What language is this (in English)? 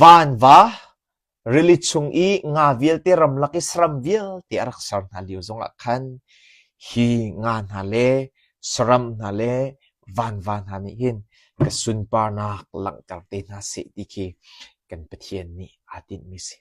Hakha Chin